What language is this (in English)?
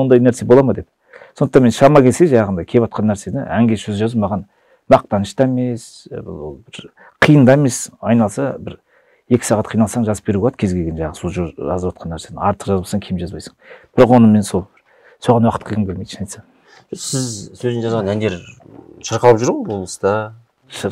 Kazakh